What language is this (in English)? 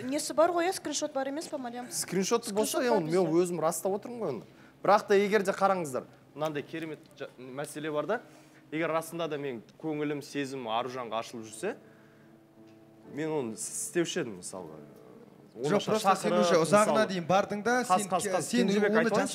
Kazakh